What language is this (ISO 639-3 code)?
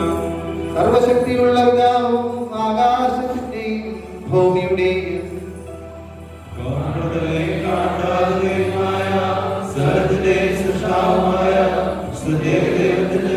mal